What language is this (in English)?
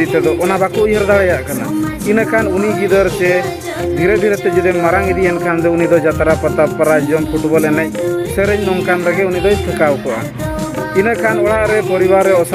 Santali